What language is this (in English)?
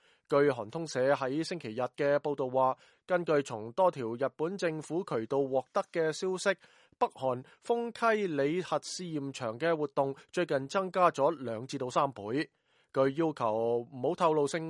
Cantonese